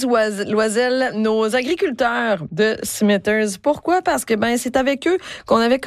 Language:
French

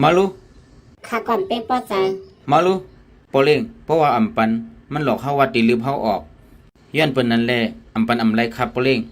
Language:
Shan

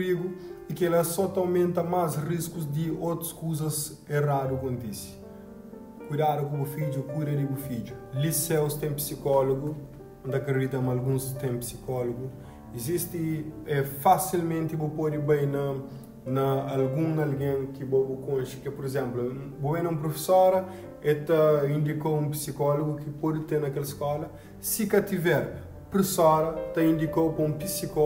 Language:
Kabuverdianu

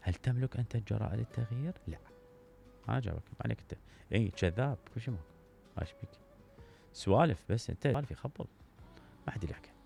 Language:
Mesopotamian Arabic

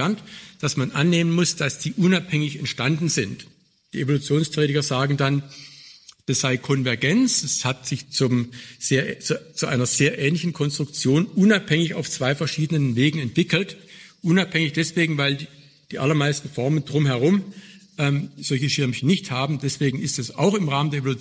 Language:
German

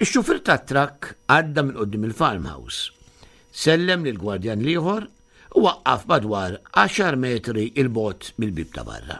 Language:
Maltese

